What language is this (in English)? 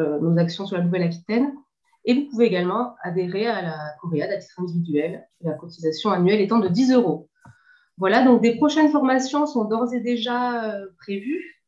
French